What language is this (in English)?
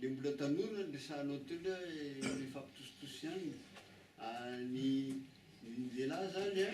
Malagasy